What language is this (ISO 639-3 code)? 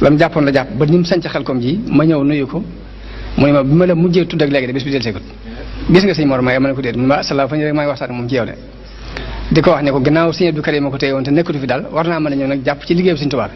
wol